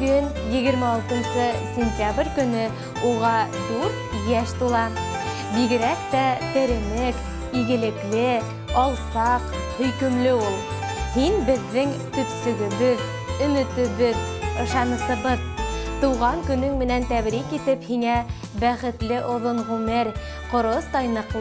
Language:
Bashkir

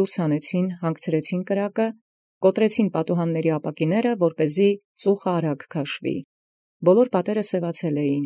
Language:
Armenian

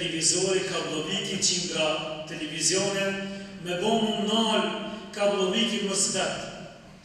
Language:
Albanian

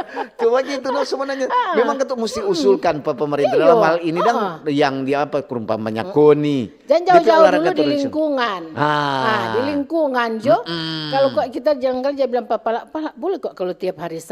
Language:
Manado Malay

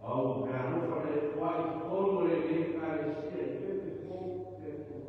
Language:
Samoan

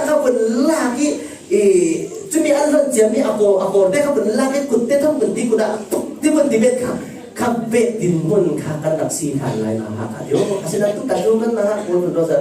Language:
Falam Chin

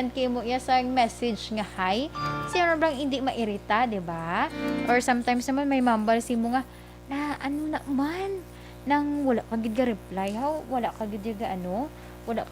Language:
Hiligaynon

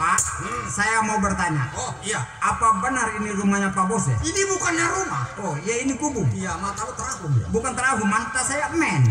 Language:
Betawi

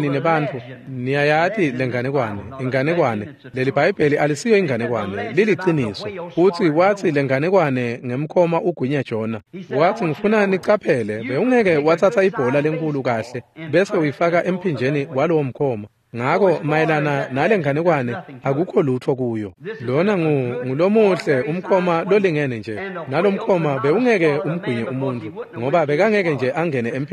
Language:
Swati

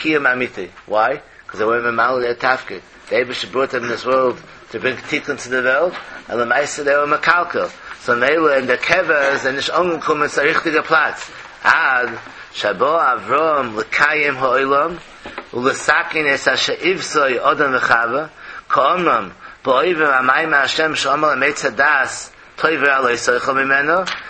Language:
Yiddish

